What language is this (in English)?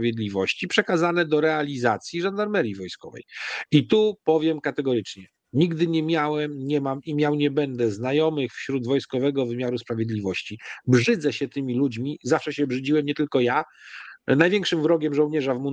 Polish